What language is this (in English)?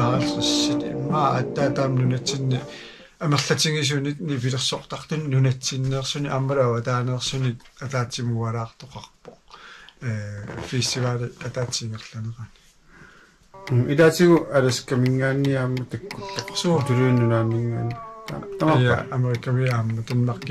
Kalaallisut